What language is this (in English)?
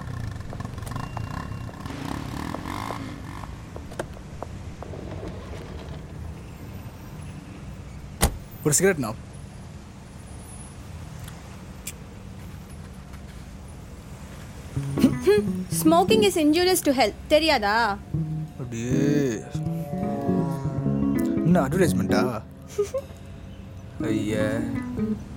Tamil